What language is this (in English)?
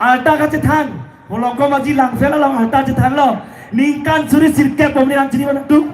Karbi